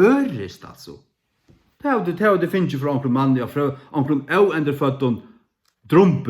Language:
Faroese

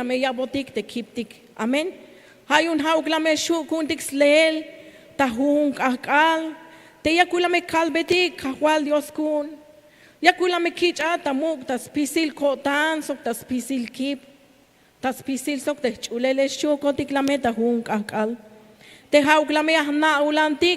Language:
Tzeltal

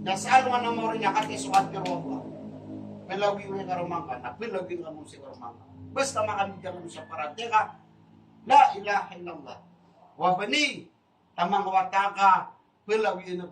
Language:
Maranao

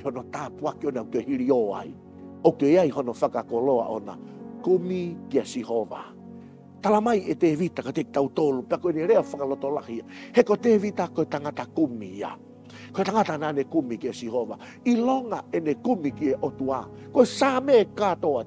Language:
Tongan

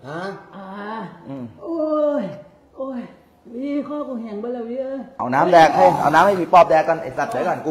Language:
Thai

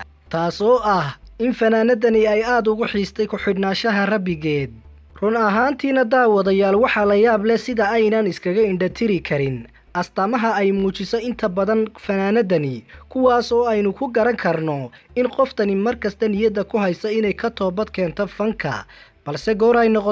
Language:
Somali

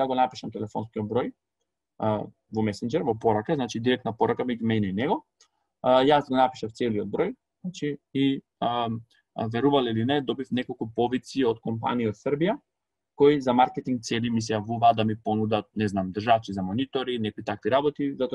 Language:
Macedonian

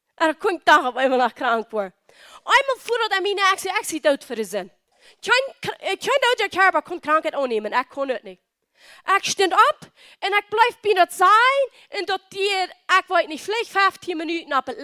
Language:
Plautdietsch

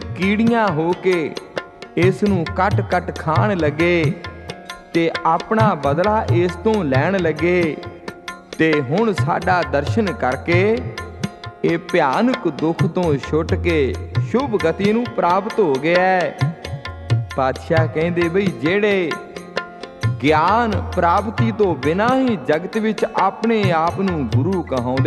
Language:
Punjabi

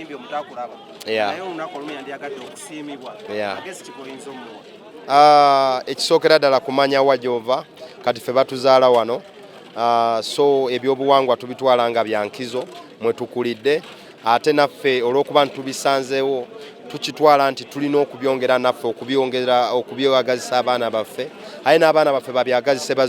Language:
Ganda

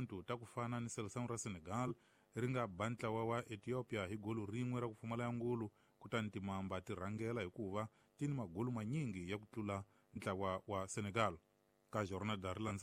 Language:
Tsonga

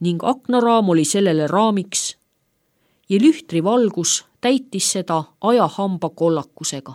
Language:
Estonian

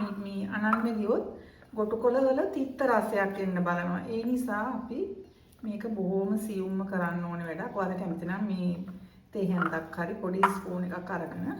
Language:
Sinhala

